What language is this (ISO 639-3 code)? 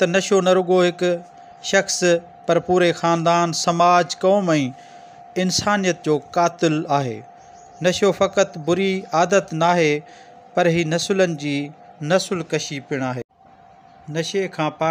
snd